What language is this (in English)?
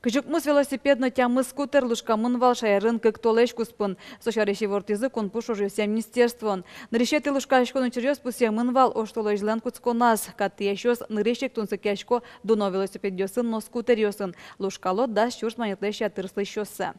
Udmurt